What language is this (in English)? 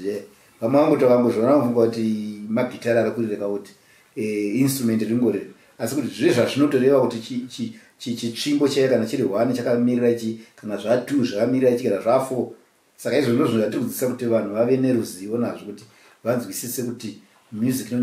Shona